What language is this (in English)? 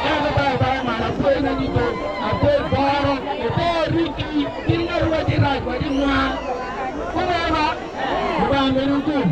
Acoli